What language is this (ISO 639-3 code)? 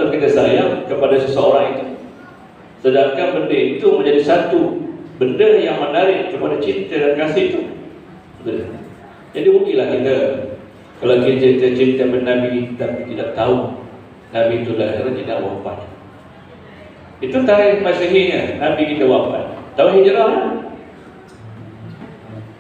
msa